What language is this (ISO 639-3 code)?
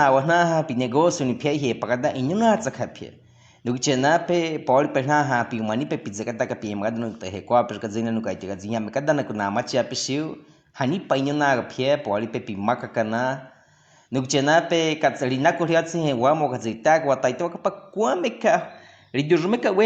bwi